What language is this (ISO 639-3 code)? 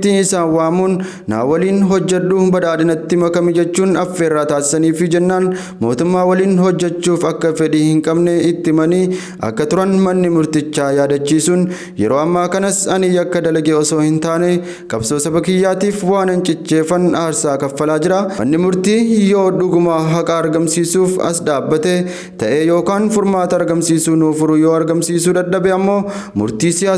orm